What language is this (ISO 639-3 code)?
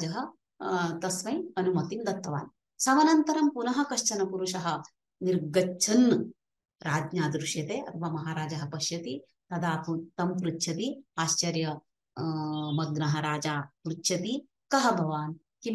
san